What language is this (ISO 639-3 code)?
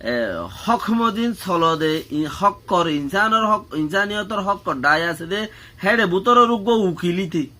rhg